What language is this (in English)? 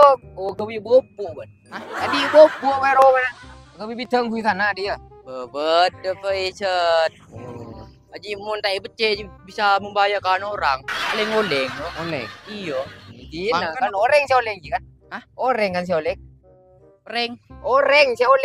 Madurese